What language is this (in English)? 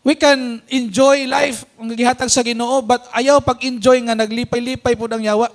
Cebuano